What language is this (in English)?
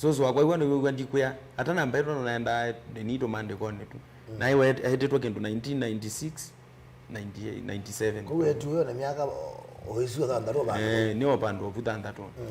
Kamba